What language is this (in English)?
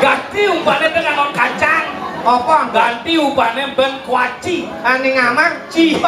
Balinese